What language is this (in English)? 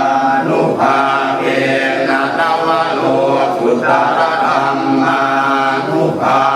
Pali